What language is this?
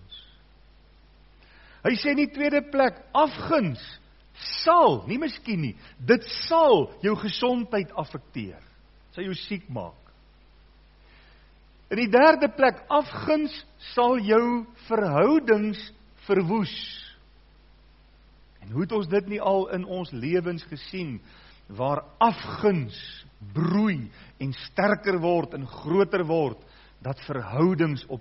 Afrikaans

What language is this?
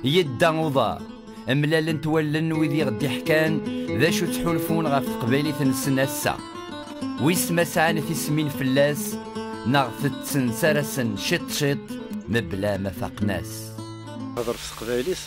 Kabyle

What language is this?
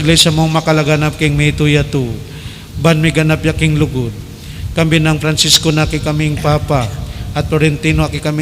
Pampanga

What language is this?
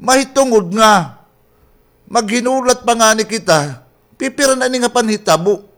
Waray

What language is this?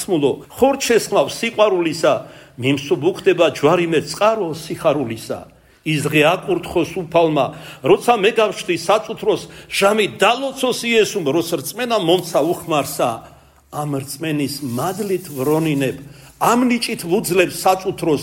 Georgian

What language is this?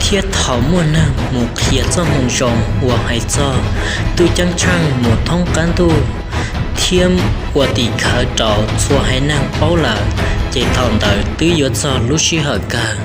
Hmong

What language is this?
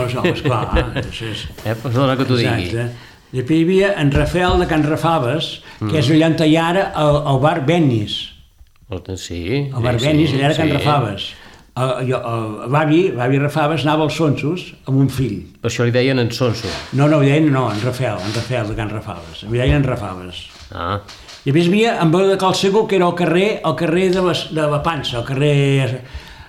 Catalan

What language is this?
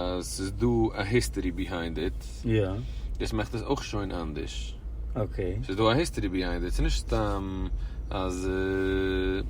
Yiddish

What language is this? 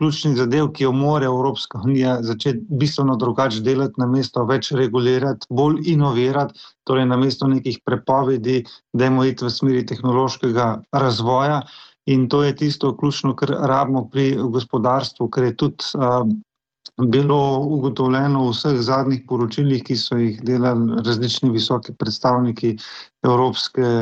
Slovenian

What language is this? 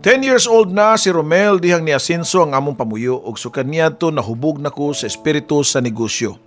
Cebuano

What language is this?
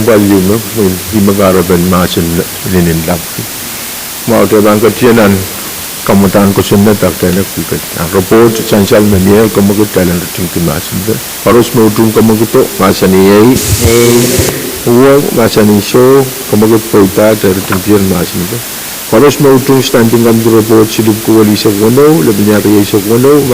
Pohnpeian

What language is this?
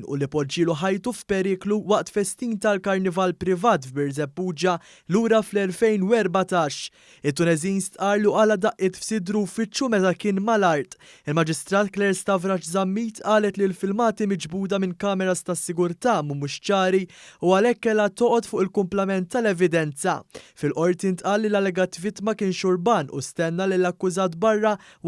Maltese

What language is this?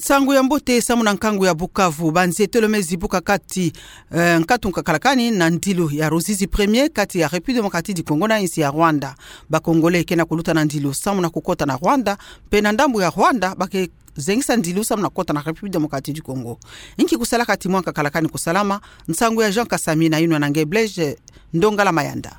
Kituba (Democratic Republic of Congo)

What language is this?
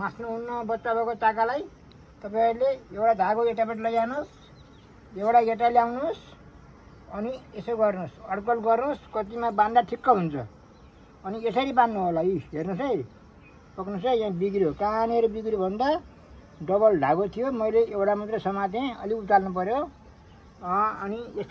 Nepali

